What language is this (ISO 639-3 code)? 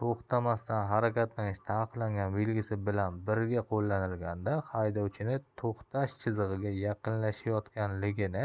uzb